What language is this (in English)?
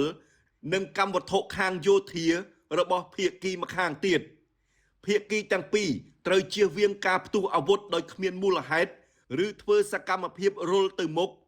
Khmer